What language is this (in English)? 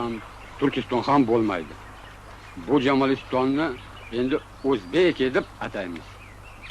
Uzbek